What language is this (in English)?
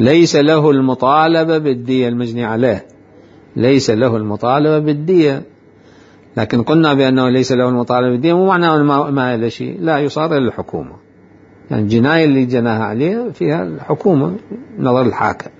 Mesopotamian Arabic